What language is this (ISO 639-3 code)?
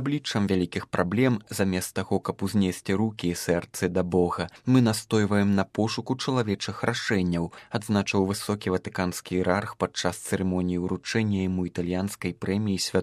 bel